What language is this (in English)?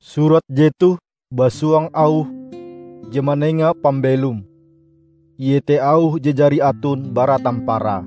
Ngaju